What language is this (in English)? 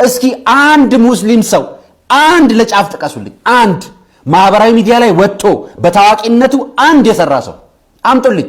Amharic